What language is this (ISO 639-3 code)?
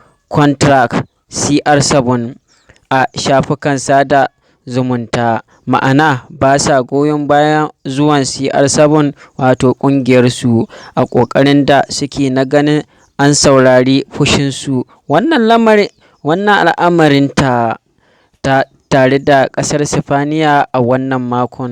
hau